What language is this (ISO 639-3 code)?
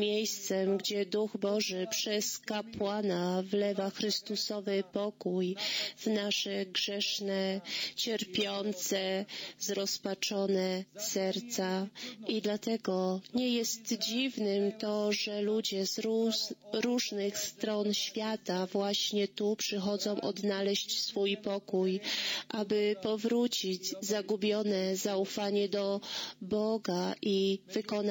pol